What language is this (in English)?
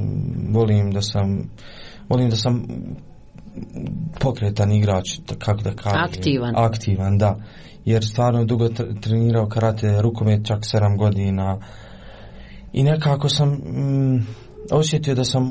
Croatian